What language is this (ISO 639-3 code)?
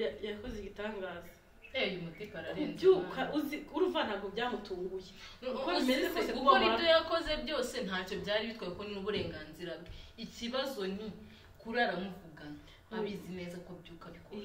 kin